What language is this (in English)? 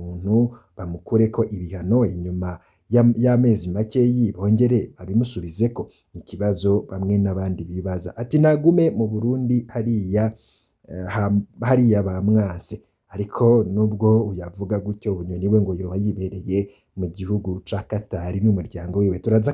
Rundi